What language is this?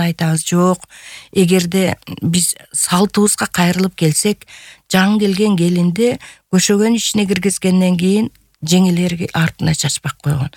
Kyrgyz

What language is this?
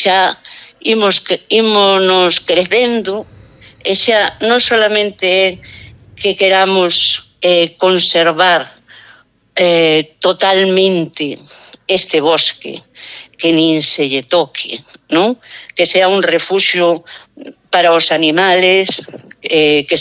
Galician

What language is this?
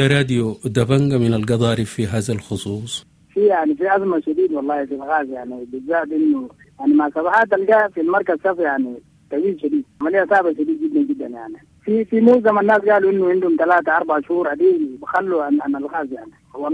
Sudanese Arabic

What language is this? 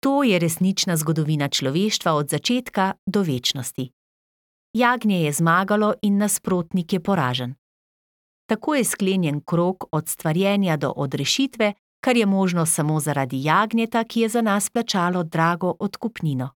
Slovenian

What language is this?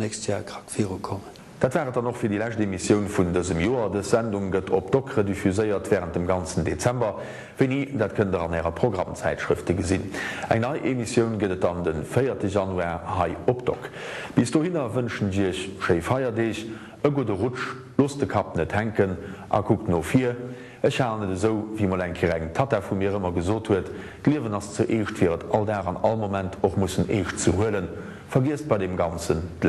Luxembourgish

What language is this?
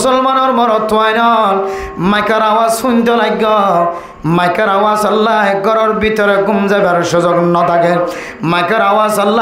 Rohingya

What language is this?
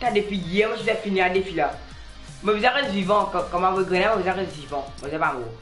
Morisyen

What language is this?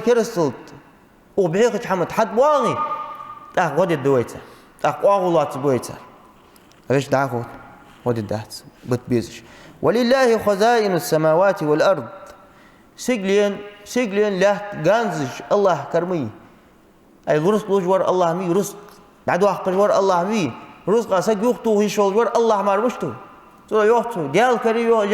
Ingush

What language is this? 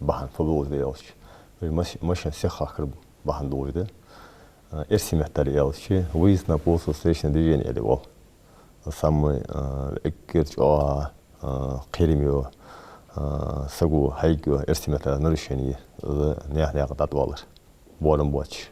Ingush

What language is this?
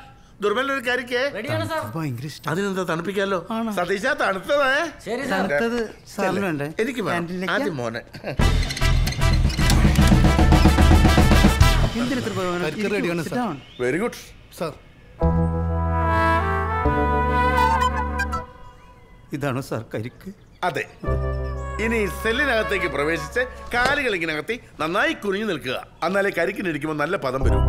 Malayalam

